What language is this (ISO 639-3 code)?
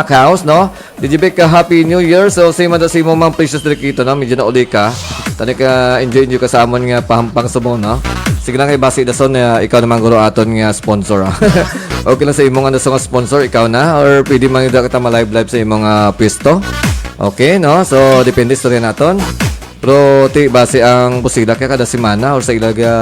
hil